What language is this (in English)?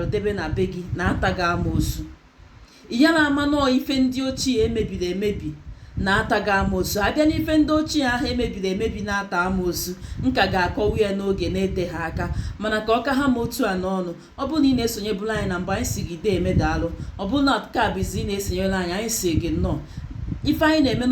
Igbo